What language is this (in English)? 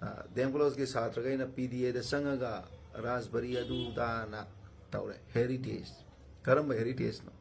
Manipuri